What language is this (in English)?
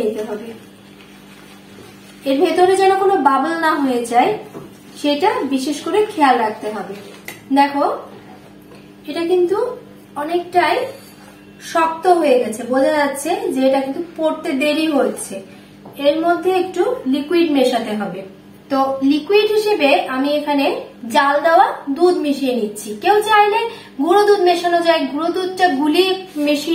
Bangla